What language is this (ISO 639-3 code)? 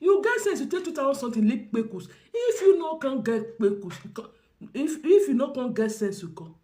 pcm